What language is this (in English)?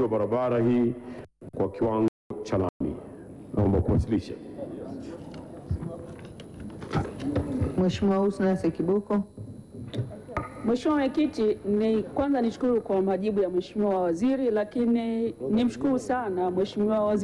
Swahili